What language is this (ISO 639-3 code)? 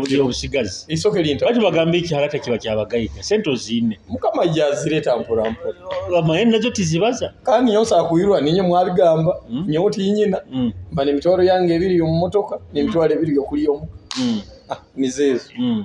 nyo